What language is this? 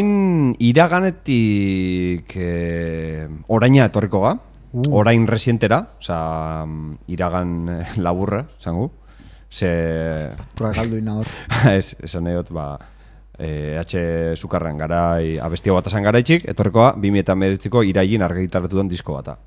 Basque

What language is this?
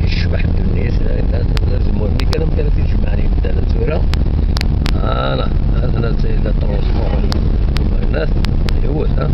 Kabyle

